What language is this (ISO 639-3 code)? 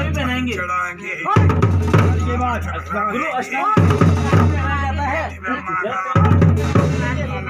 hin